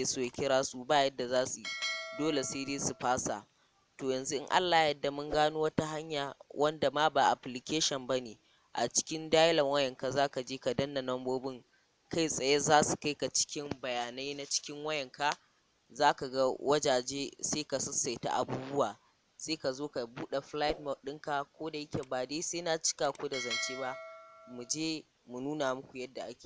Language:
Hausa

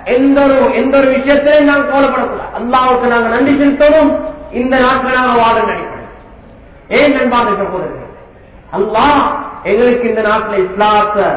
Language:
Tamil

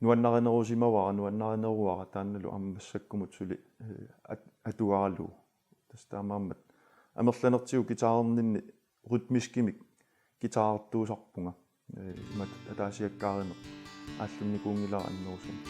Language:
Kalaallisut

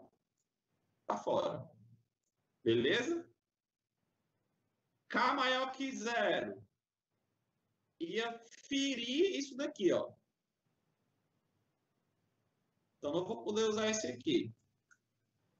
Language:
Portuguese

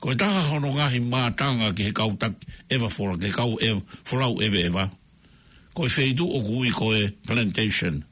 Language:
Tongan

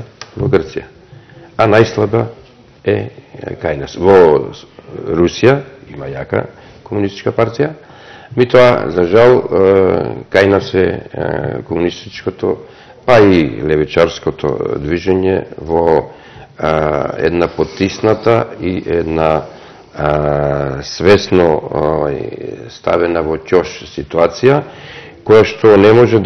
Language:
Macedonian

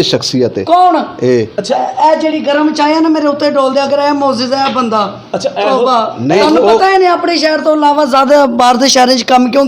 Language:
Western Panjabi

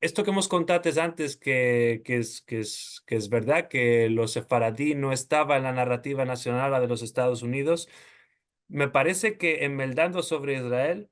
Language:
Ladino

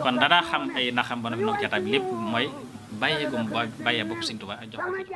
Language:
Wolof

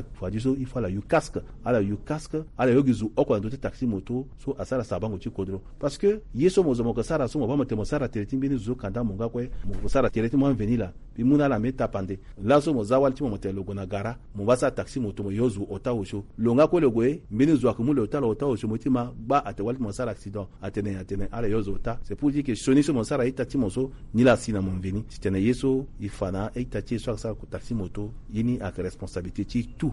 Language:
Sango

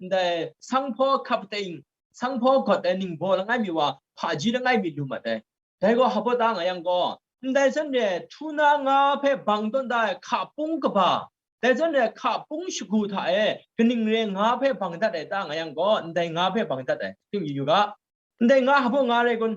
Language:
Kachin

